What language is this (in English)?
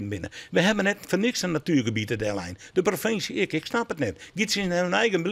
Western Frisian